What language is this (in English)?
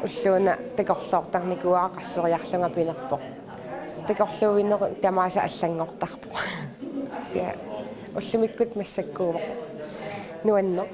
Kalaallisut